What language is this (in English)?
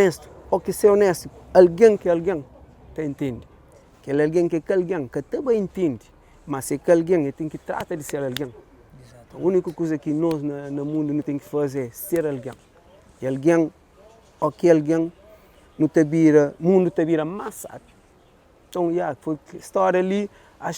Kabuverdianu